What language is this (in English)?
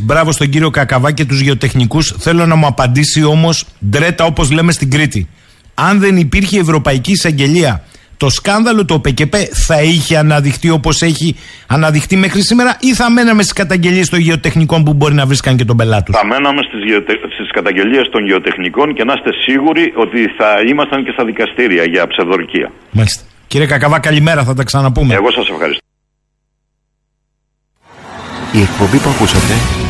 Greek